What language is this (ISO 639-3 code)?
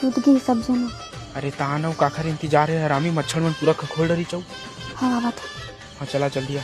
hne